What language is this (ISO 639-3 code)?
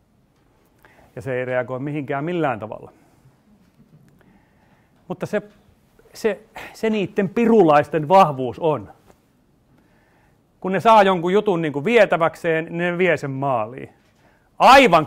fin